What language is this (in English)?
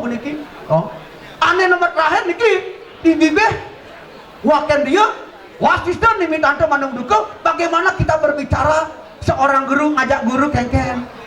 Balinese